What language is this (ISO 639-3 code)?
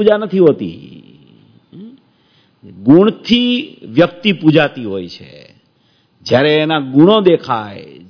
guj